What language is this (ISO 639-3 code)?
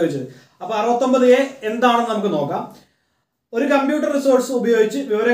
mal